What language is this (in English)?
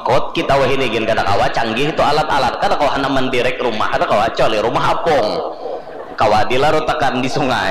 Banjar